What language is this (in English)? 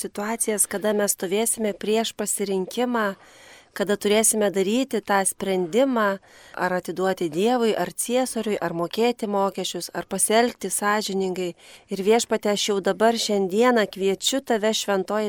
Lithuanian